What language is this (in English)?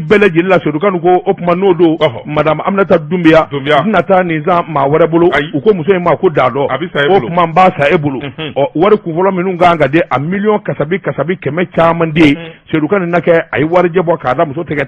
Bambara